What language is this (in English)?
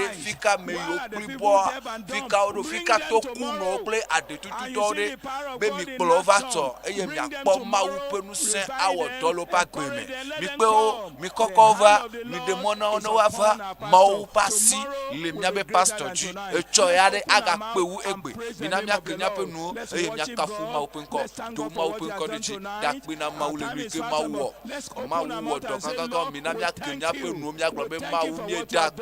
Ewe